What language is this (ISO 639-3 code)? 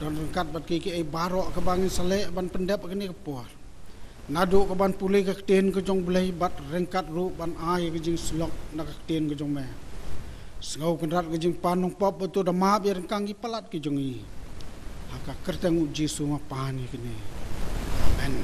kha